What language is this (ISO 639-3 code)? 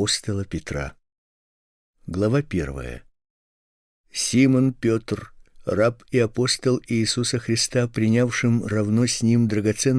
rus